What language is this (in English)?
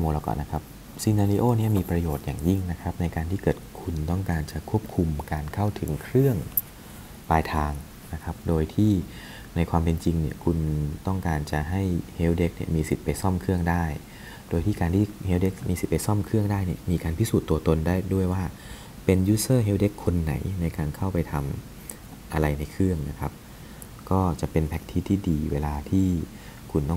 Thai